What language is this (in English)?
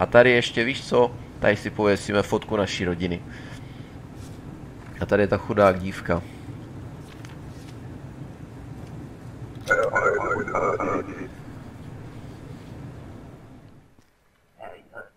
Czech